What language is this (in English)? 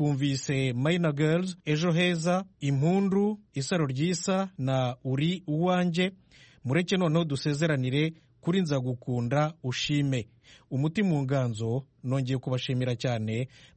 Kinyarwanda